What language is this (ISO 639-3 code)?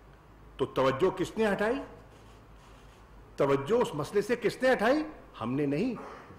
urd